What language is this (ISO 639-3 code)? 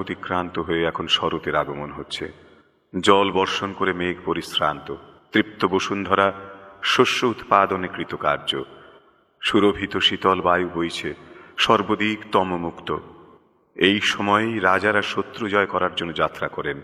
ben